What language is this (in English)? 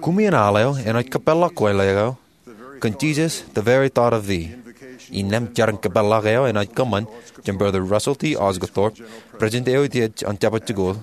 Marshallese